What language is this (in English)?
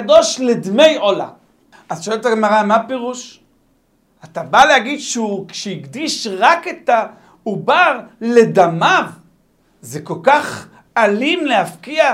Hebrew